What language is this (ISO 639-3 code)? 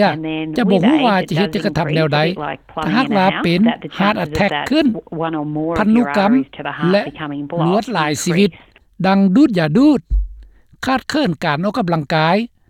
lao